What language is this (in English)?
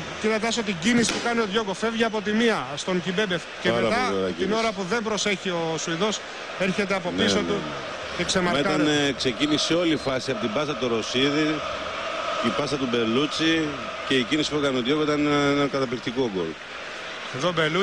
Greek